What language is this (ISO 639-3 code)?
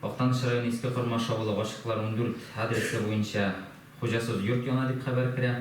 tat